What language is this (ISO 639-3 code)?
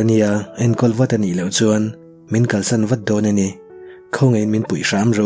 lus